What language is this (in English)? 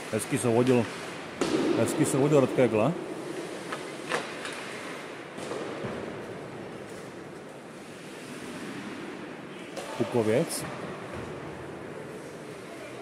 Czech